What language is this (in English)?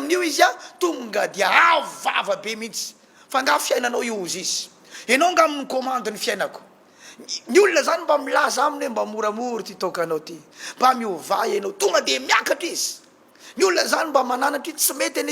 Malagasy